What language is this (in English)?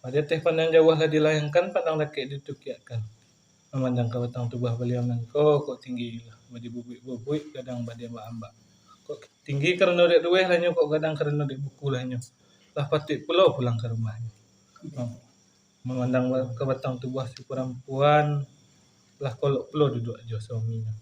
Minangkabau